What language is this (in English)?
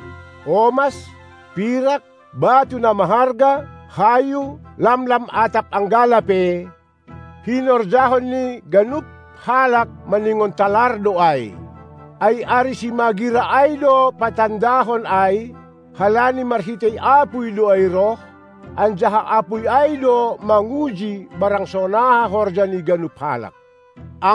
Batak Simalungun